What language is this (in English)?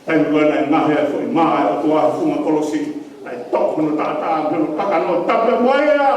Tongan